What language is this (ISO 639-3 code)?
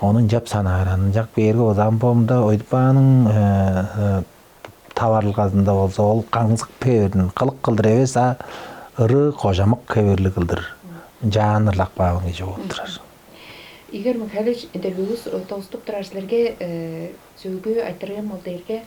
tyv